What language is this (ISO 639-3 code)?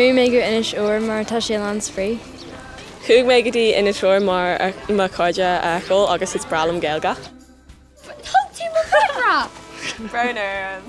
gle